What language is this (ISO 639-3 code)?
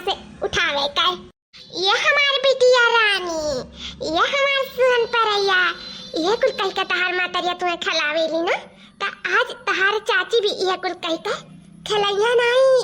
awa